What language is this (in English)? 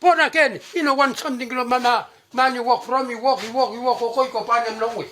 Bislama